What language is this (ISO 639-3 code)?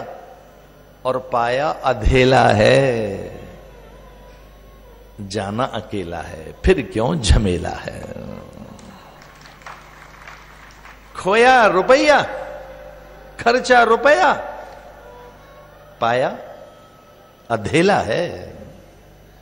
hin